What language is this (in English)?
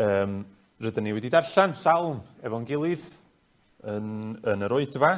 Welsh